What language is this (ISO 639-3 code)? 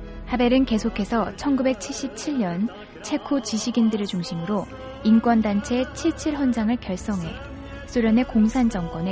kor